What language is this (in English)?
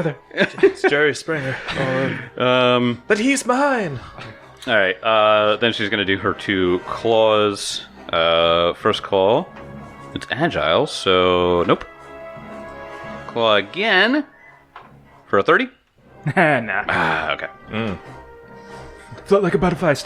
English